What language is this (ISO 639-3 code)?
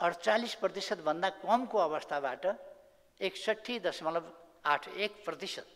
nep